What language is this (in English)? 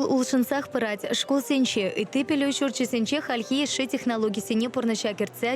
Chuvash